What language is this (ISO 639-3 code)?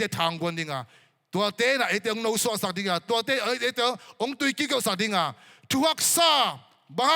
ctd